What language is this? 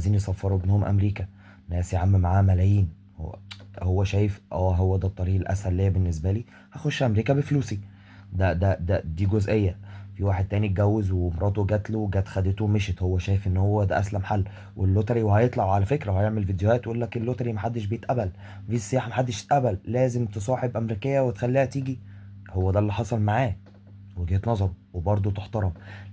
Egyptian Arabic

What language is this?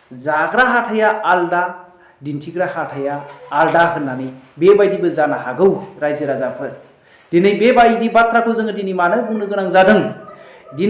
Bodo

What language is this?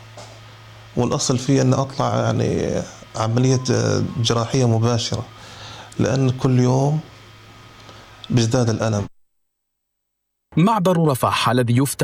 Arabic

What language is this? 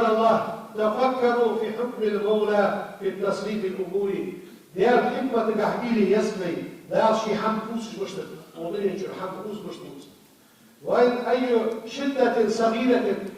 Ingush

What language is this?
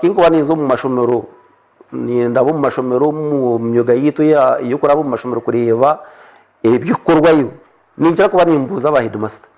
Nyankole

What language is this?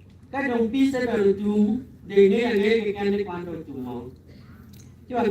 Acoli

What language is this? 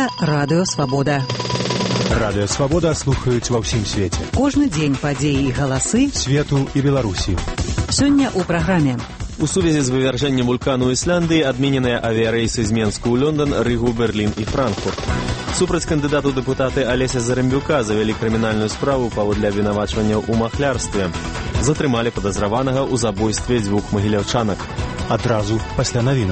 Belarusian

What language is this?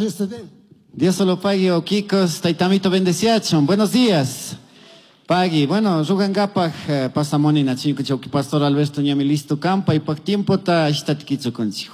Chimborazo Highland Quichua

